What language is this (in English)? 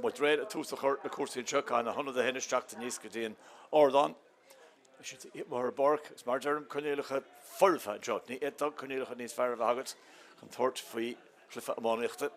Irish